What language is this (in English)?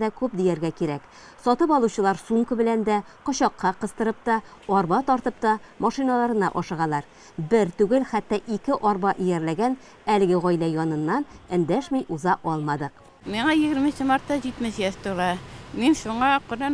Tatar